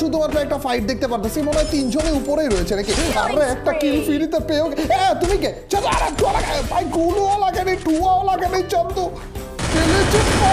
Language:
Bangla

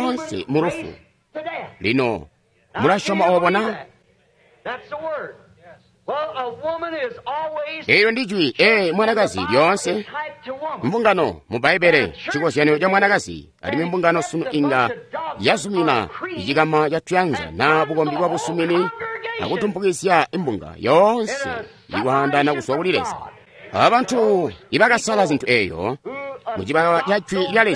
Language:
Tonga (Zambia)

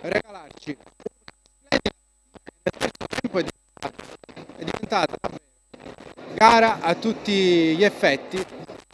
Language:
Italian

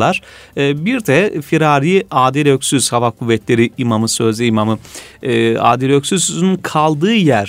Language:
Turkish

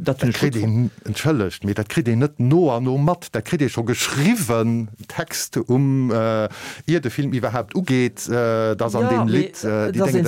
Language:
Luxembourgish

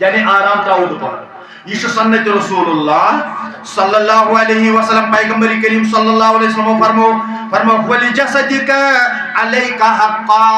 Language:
Kashmiri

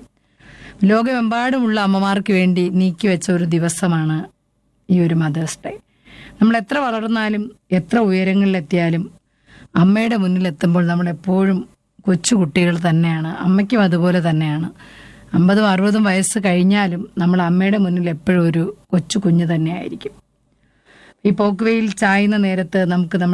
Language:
Malayalam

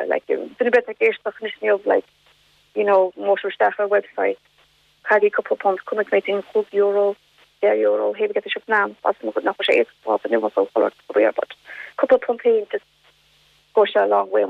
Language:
Irish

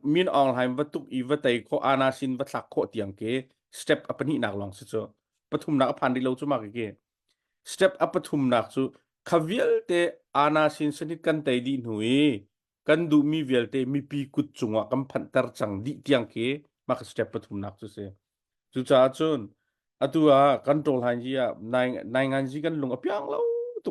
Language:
Hakha Chin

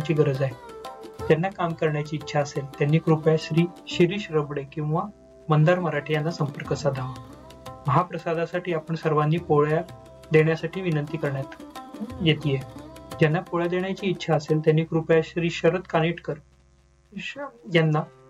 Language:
Marathi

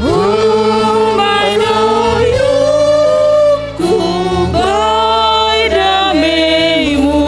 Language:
Batak Simalungun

